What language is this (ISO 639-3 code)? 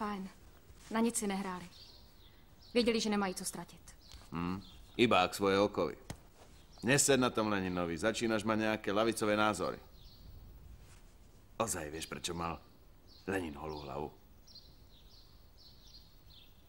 slk